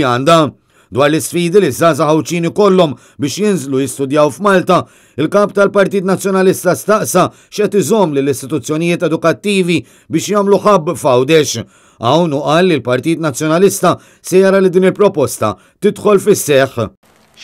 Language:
Maltese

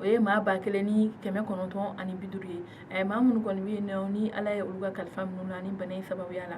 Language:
Bambara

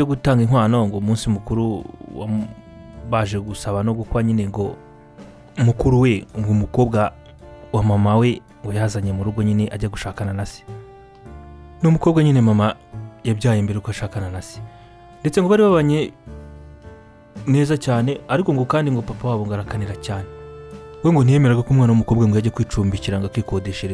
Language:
Kinyarwanda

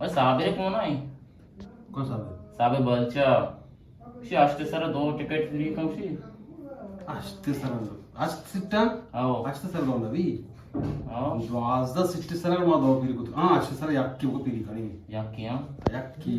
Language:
Eastern Balochi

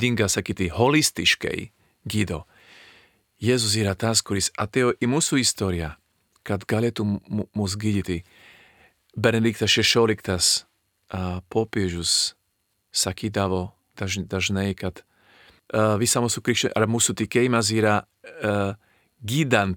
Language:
Lithuanian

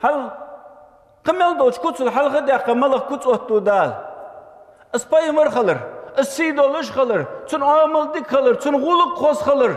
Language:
Ingush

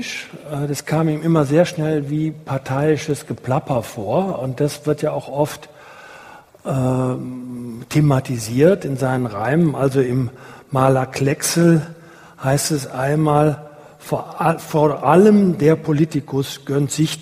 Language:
German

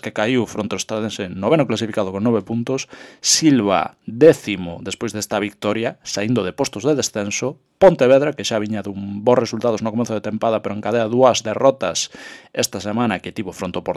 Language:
Galician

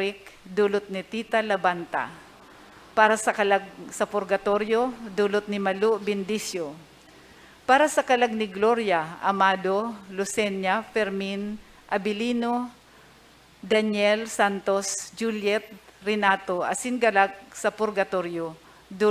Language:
Bikol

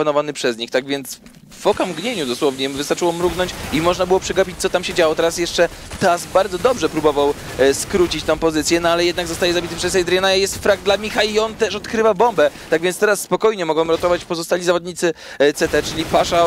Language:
Polish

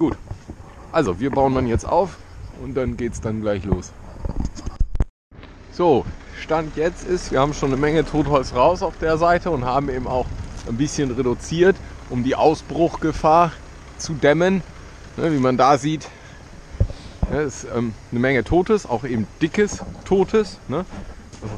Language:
German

